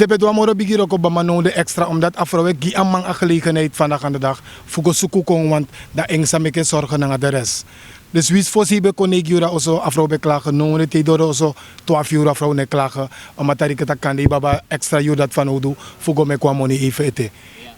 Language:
Sranan Tongo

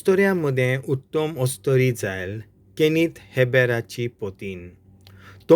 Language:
Konkani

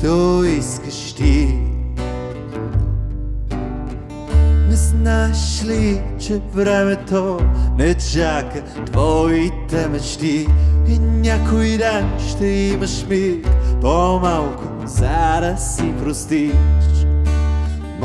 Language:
Bulgarian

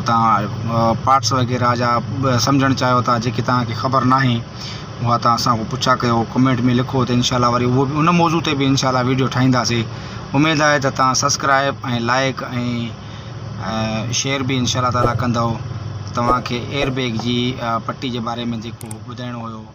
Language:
Sindhi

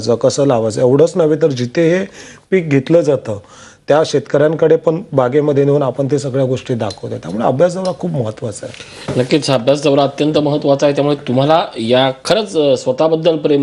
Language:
Marathi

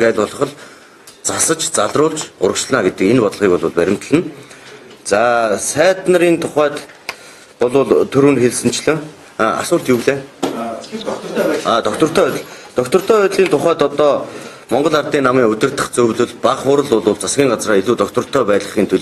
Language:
Mongolian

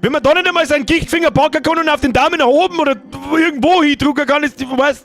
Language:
Bavarian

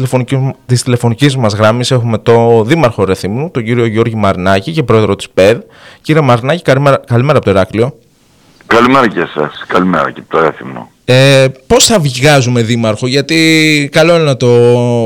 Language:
Greek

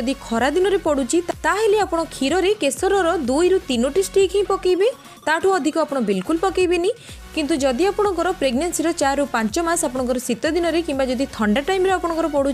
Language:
Odia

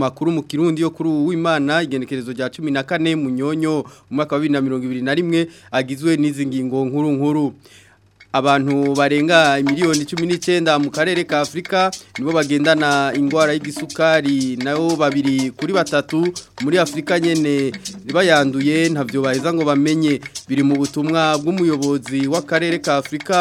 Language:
Rundi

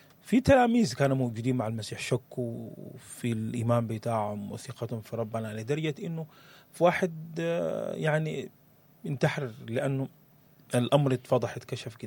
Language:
Sudanese Arabic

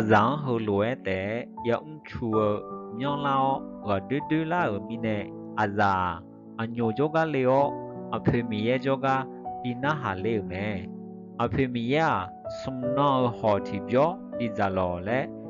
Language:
Akha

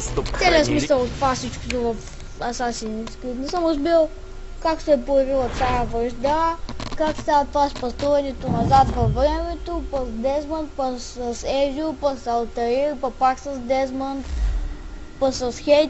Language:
Bulgarian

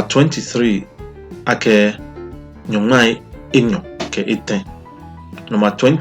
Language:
Ga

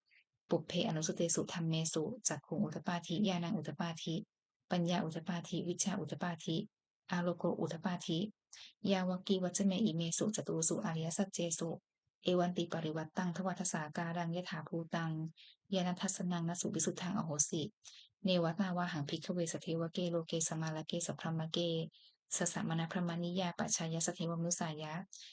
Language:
Pali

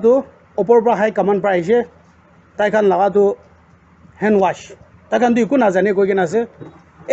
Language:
Naga Pidgin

